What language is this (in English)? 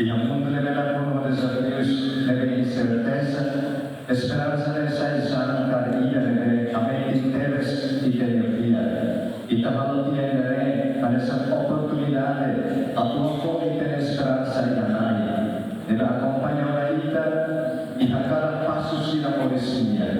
Tetum